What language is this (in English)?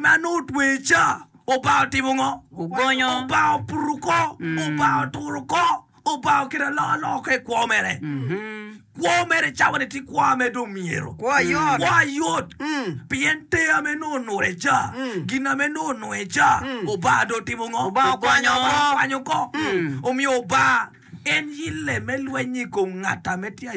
Acoli